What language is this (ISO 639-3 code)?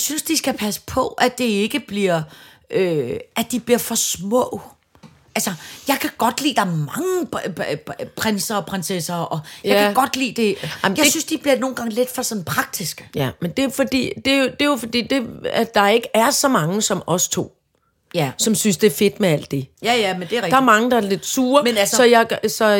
dan